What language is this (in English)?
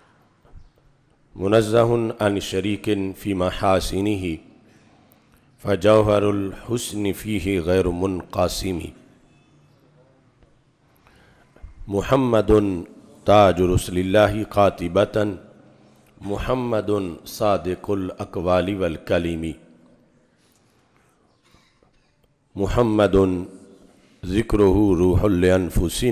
Urdu